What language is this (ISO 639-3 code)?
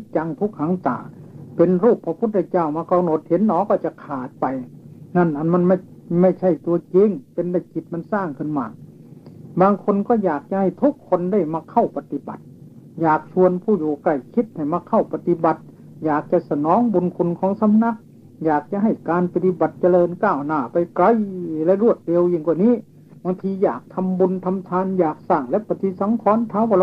tha